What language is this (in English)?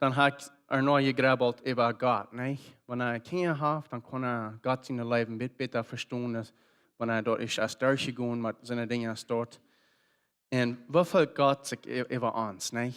Plautdietsch